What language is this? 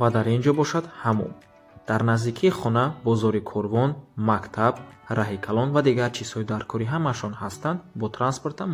Tajik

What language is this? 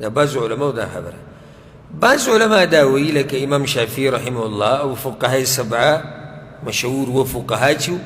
Pashto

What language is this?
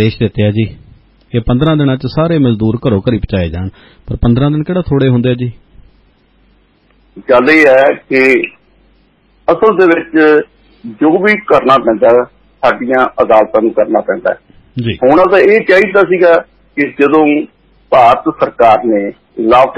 Punjabi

